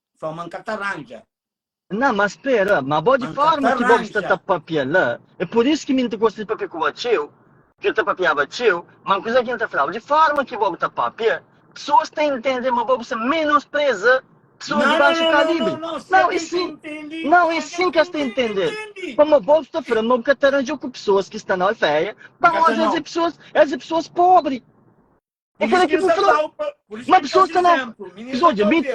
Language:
Kabuverdianu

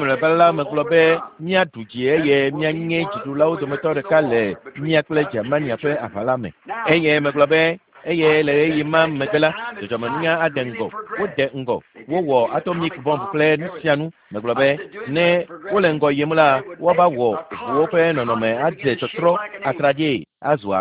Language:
Ewe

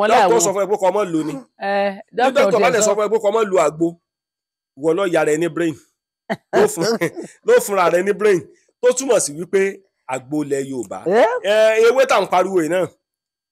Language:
Yoruba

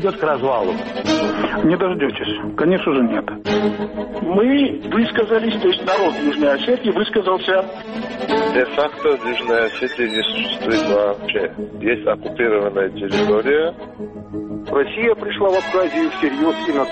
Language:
Russian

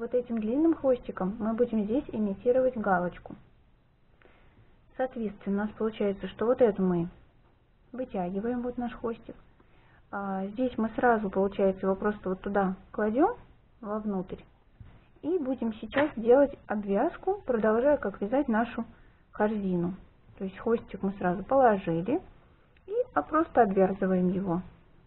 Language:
Russian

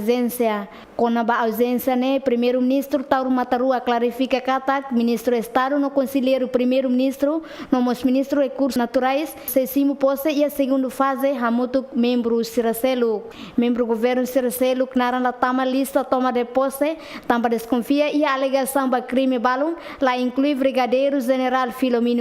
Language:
Tetum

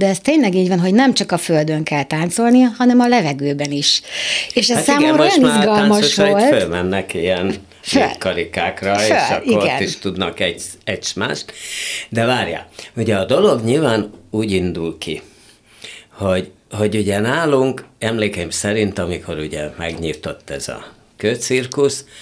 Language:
Hungarian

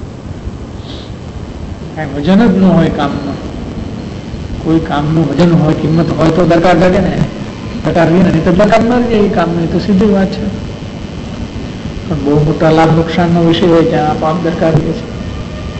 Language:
Gujarati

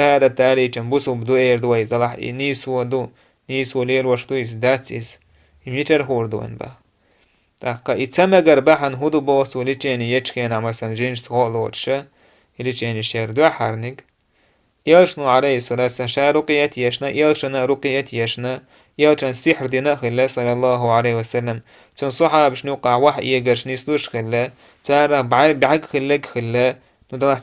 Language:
Chechen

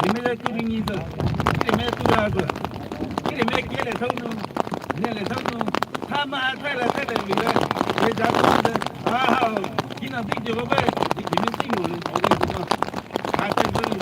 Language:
Poumei Naga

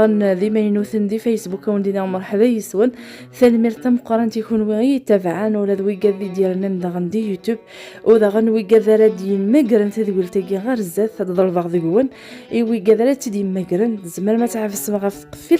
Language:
Kabyle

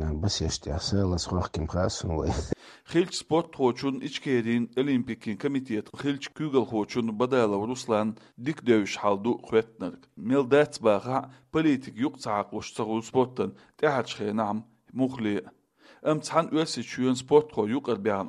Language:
Chechen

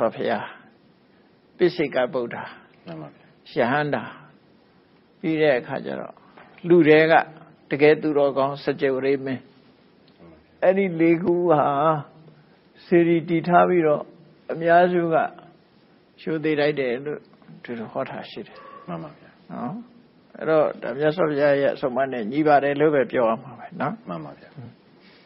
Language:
Burmese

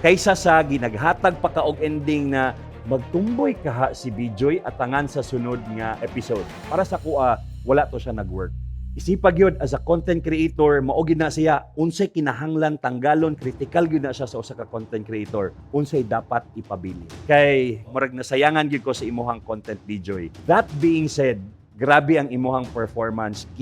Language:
Cebuano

